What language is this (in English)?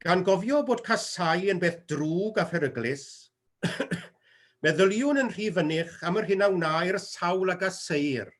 Welsh